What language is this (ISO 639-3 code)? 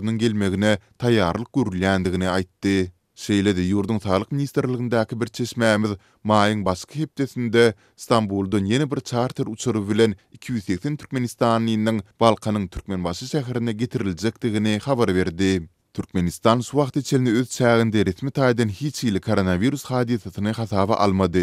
tuk